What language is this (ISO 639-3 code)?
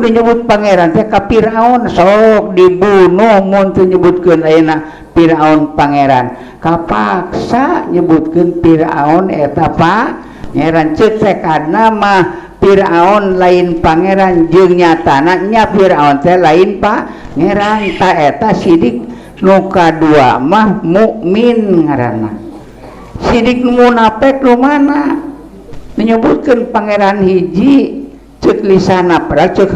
sun